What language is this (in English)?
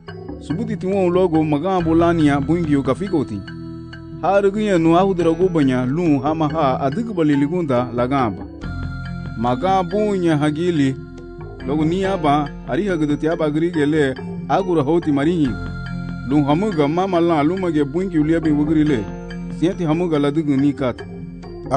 Garifuna